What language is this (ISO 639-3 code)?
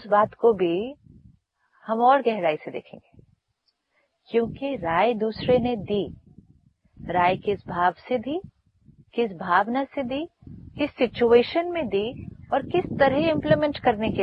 hin